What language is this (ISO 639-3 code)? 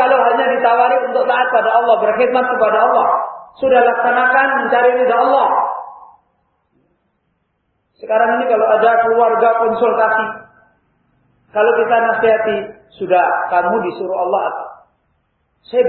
ind